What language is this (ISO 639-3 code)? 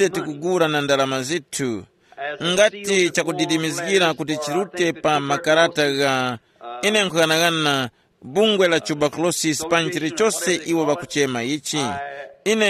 tum